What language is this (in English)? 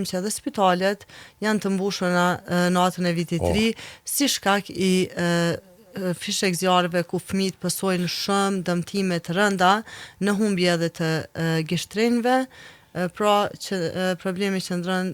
Albanian